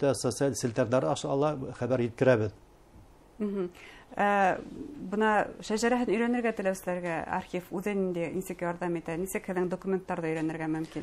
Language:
Bashkir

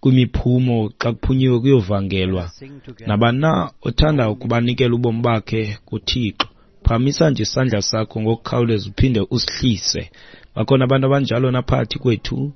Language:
Xhosa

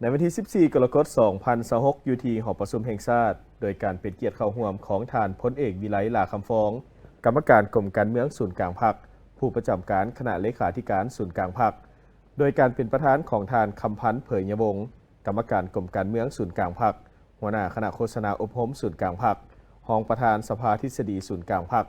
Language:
Lao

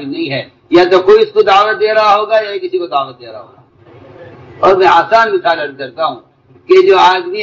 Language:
Urdu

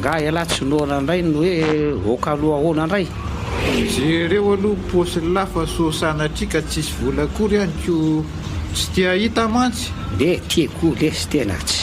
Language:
Malagasy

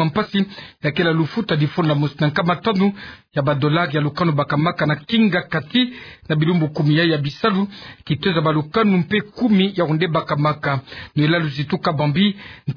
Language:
Kituba (Democratic Republic of Congo)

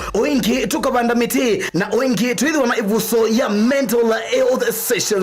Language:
Kamba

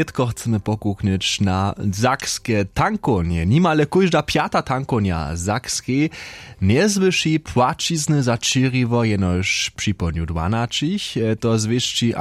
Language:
Upper Sorbian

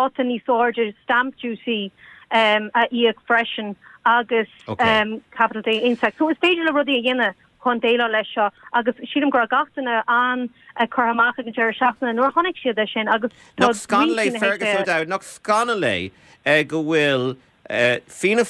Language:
Irish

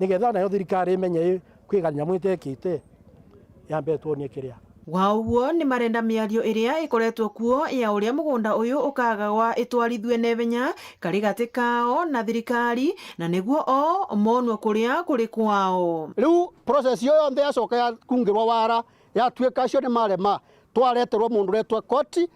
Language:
Meru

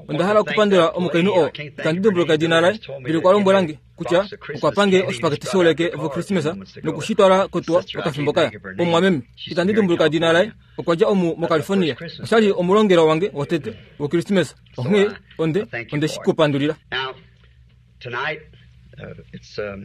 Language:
Kuanyama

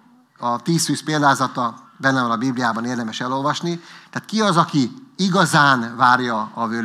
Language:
Hungarian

